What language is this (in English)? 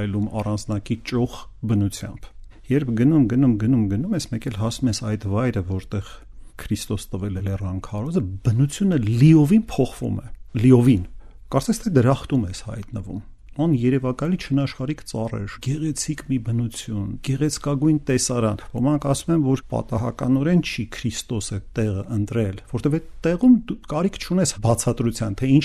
Armenian